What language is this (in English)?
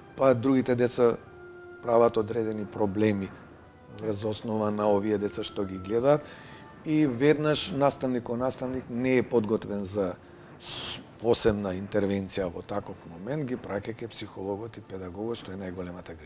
Macedonian